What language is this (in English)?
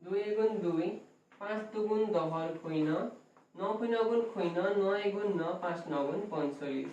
Assamese